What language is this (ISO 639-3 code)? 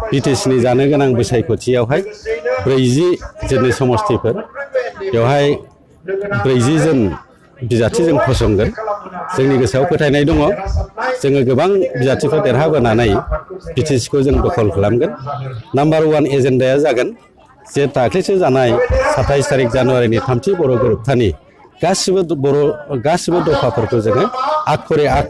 brx